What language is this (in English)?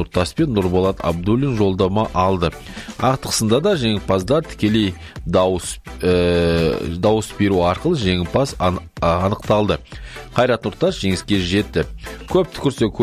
Kazakh